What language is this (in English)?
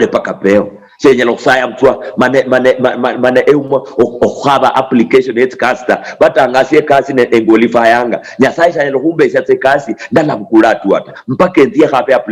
Luyia